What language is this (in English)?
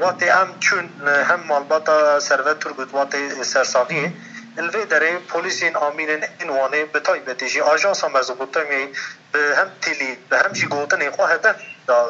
Kurdish